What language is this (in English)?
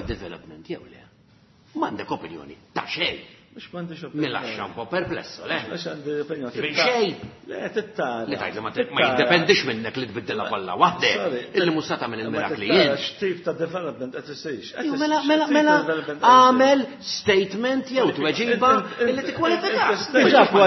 Maltese